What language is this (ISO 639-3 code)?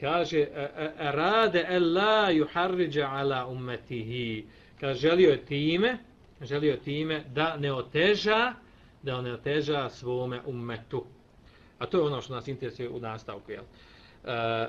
bos